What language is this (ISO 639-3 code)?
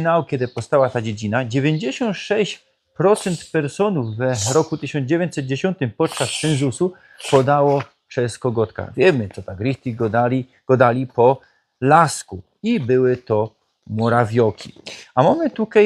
szl